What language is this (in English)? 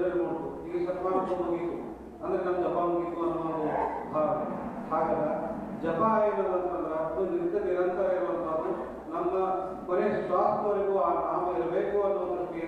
Kannada